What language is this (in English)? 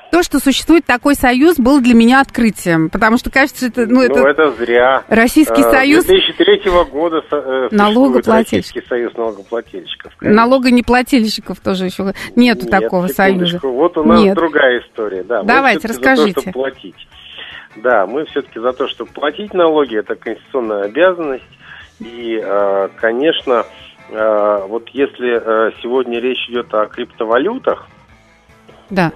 Russian